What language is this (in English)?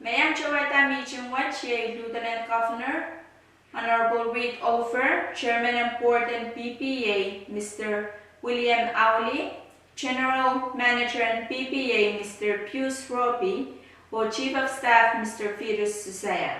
Pohnpeian